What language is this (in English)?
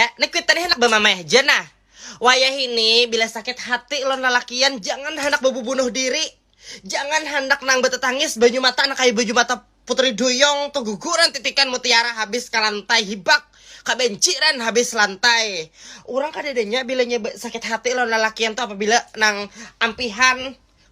Banjar